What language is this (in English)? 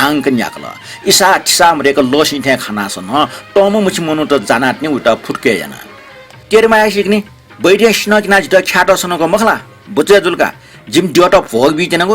Newari